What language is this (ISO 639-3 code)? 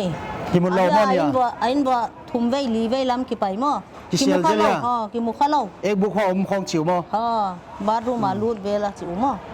pck